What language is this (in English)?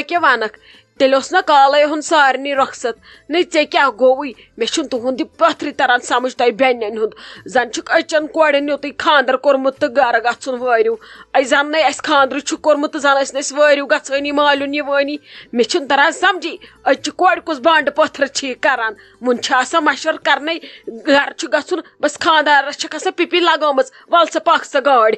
Kashmiri